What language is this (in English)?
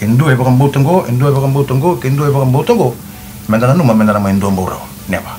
Fijian